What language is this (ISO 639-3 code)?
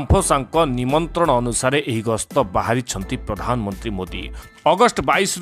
ori